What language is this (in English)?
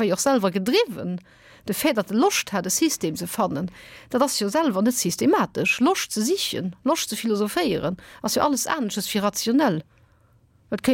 Luxembourgish